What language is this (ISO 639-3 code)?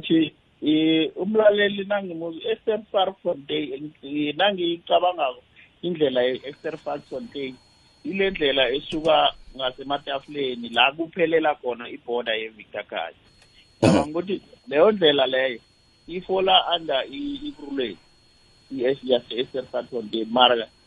nbl